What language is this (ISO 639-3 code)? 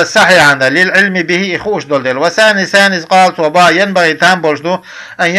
che